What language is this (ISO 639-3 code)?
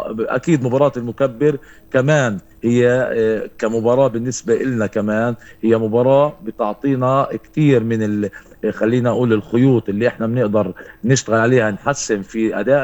apc